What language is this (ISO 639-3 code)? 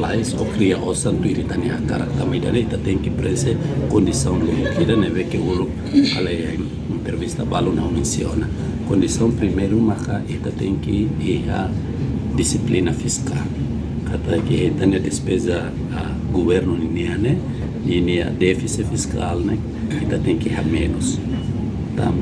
tet